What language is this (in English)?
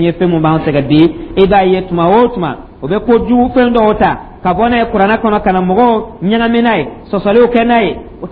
Dyula